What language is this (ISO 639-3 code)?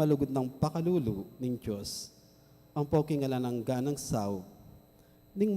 pam